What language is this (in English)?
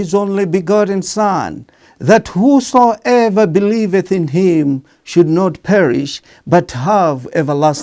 English